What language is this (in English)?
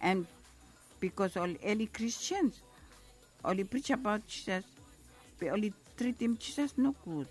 Bislama